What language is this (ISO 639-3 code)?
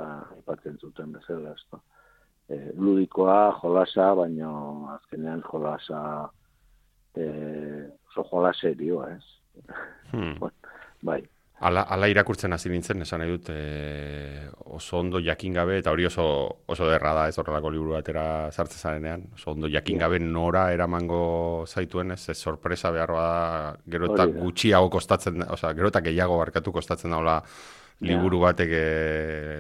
eus